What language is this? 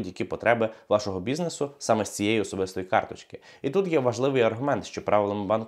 Ukrainian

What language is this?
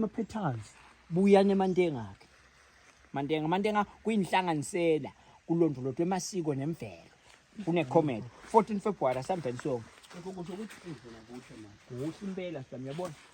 Swati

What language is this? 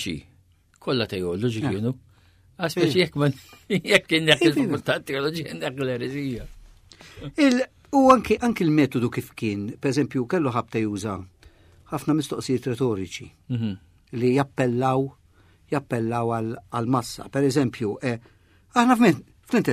Maltese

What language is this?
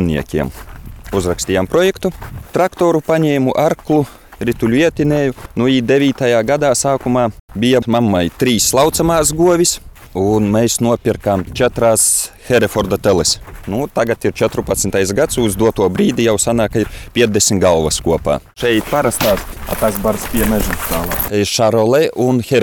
Latvian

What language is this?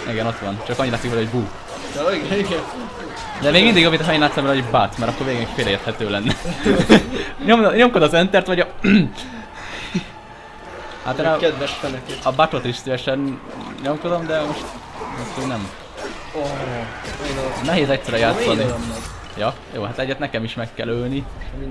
Hungarian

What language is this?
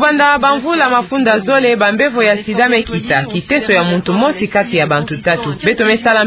Kituba (Democratic Republic of Congo)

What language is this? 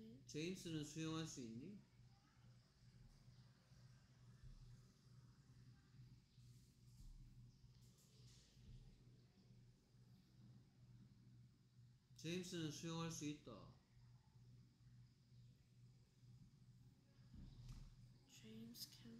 Korean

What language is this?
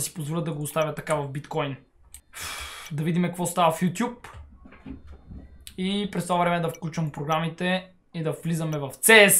Bulgarian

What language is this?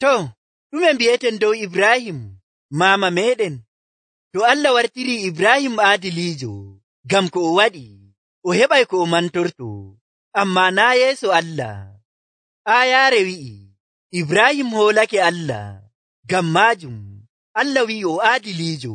Nigerian Fulfulde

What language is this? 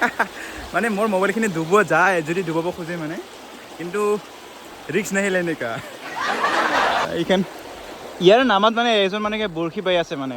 Assamese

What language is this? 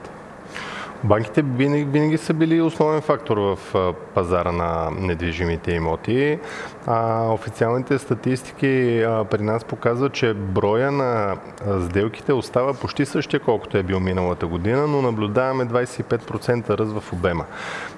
Bulgarian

